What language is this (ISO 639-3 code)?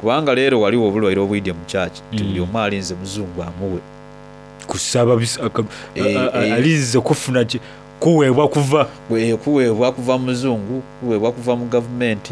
xog